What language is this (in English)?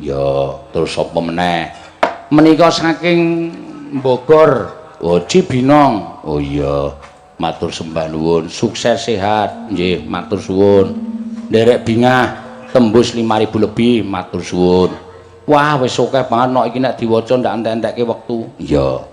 Javanese